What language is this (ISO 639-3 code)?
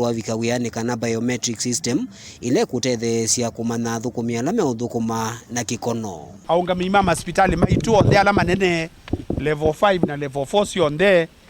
kam